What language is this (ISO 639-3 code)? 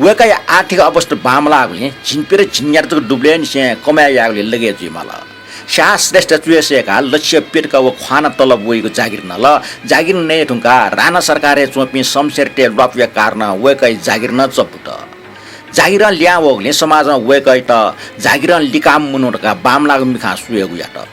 new